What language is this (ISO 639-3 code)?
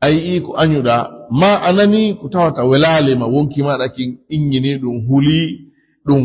ful